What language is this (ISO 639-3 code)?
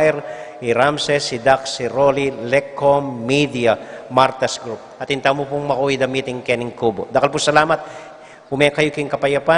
pam